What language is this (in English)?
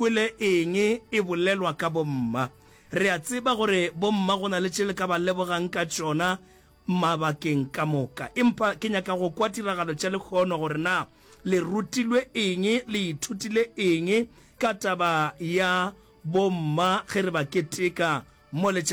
Northern Sotho